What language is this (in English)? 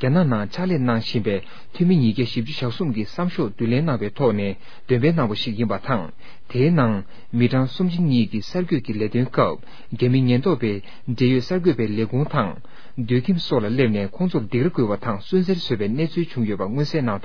Tibetan